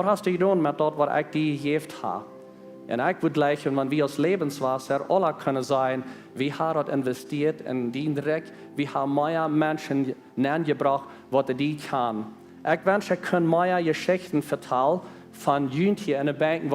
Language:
Plautdietsch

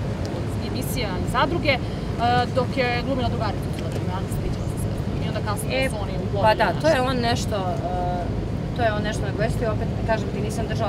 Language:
Serbian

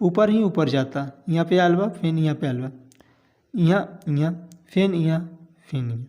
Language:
Bhojpuri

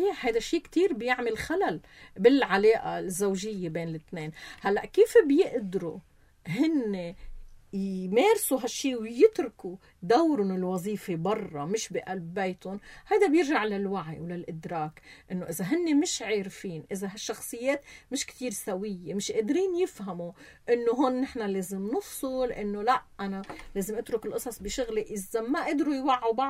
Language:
North Levantine Arabic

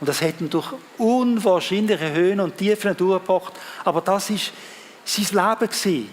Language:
Swiss German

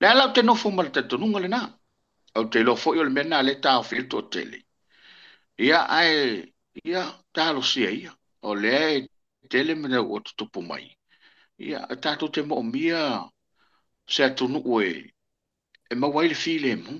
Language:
Samoan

